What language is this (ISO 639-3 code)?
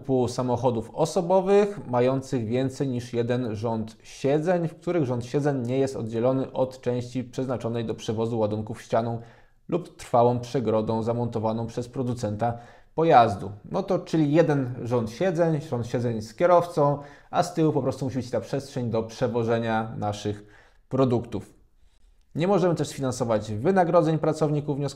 pol